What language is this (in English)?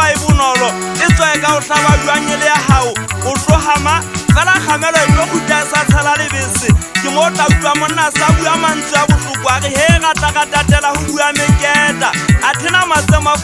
Southern Sotho